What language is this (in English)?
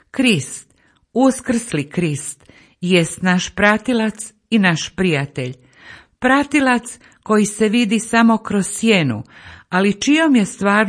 Croatian